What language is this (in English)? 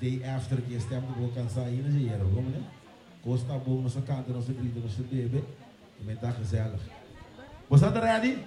Papiamento